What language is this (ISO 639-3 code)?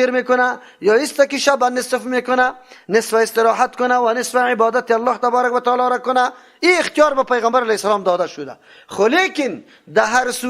fas